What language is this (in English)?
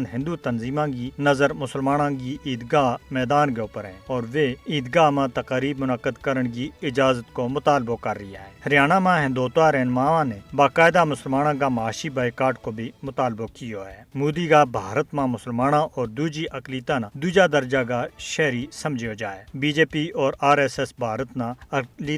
Gujari